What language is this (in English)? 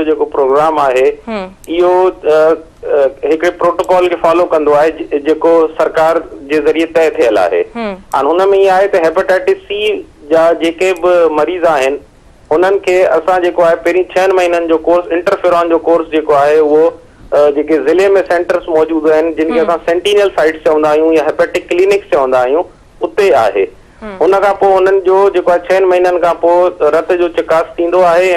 Sindhi